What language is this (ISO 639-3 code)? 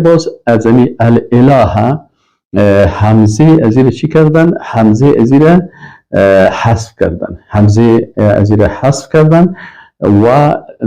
fas